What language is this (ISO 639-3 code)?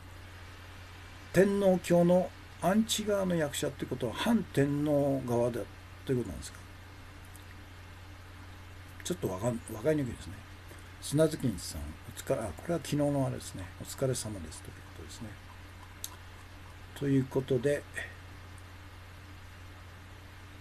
jpn